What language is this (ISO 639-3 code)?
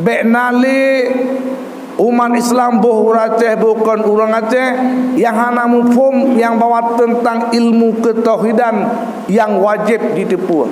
ace